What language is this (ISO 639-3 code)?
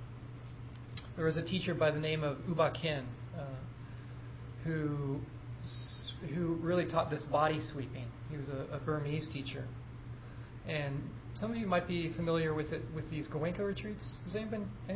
eng